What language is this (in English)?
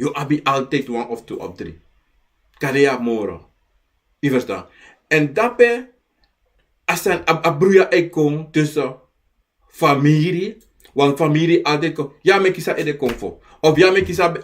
Sranan Tongo